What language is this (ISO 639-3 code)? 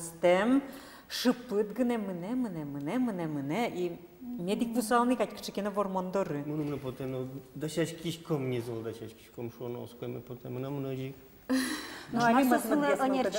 udm